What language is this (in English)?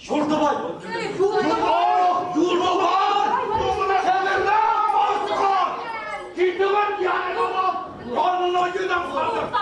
Bashkir